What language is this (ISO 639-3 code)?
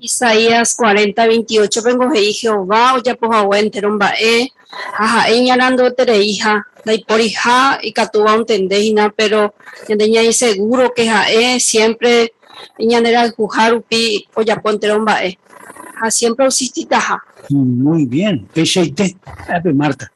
grn